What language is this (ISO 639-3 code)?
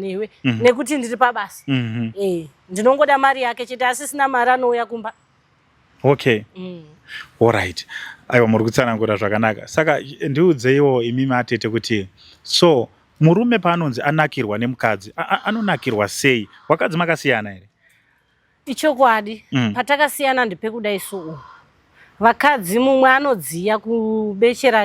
sna